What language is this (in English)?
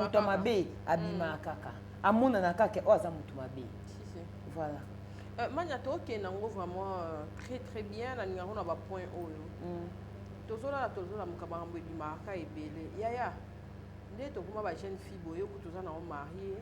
Lingala